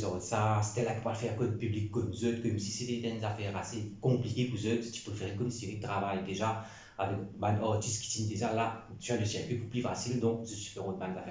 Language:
Morisyen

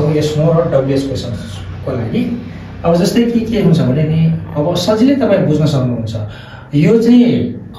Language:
Nepali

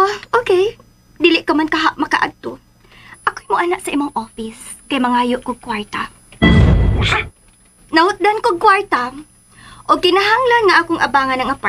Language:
Cebuano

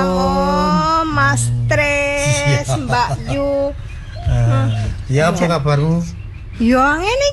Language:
Javanese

